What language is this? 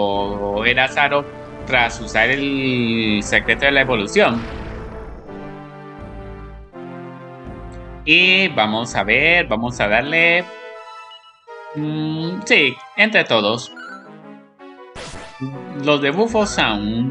Spanish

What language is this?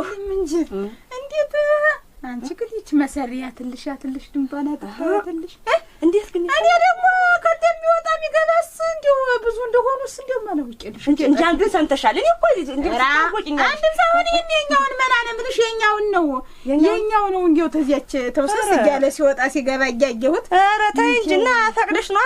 Amharic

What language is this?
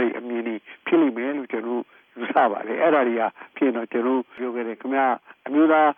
Burmese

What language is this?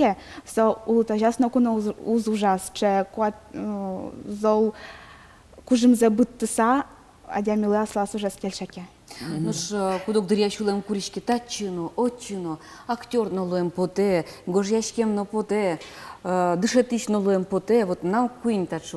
Udmurt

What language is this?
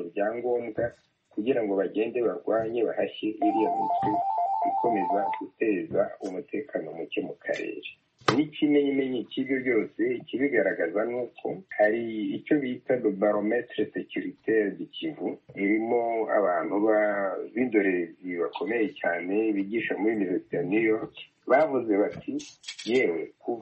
Kinyarwanda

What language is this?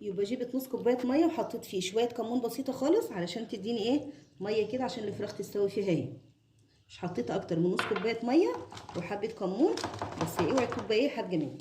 Egyptian Arabic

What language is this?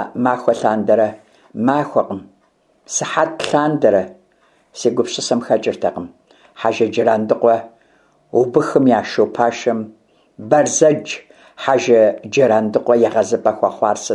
Kabardian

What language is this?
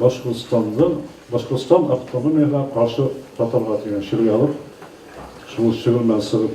Bashkir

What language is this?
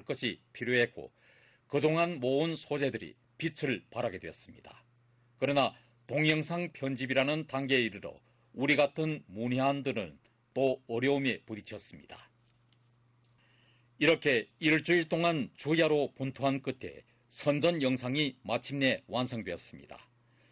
Korean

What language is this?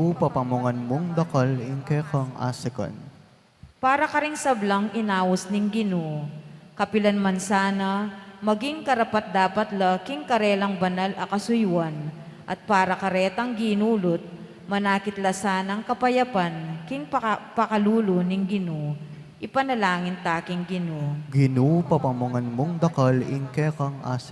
Pampanga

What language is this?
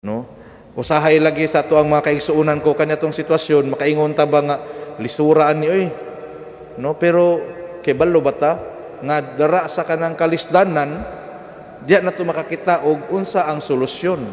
Cebuano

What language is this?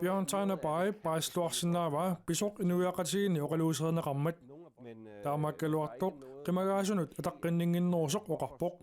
Kalaallisut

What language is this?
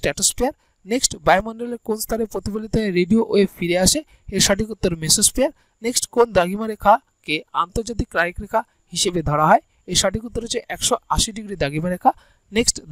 Bangla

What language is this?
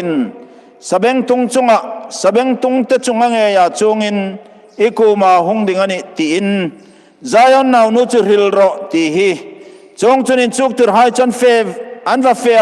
Hmar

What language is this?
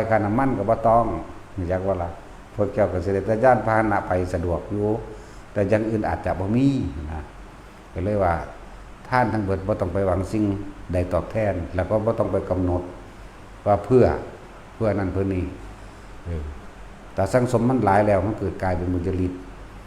Lao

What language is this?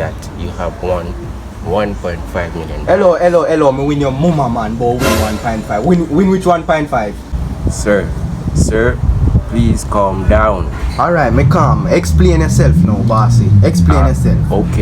Jamaican Creole English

